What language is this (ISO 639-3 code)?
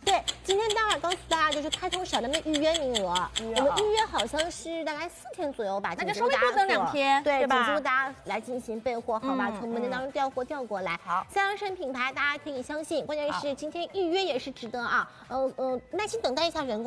zho